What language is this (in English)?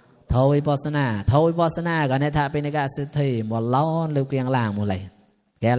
Mon